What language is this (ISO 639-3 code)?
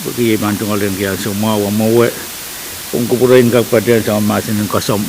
pon